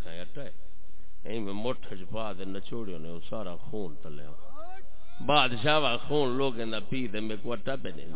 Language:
Saraiki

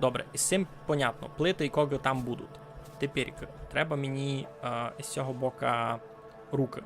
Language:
Rusyn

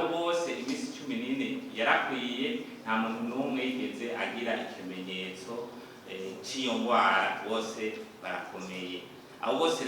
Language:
Rundi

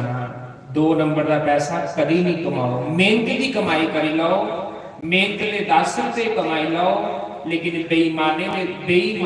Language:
Dogri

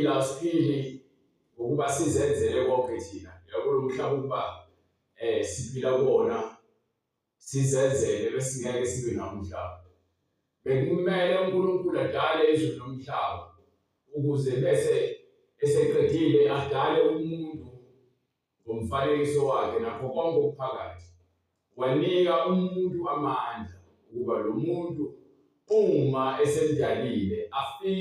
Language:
Zulu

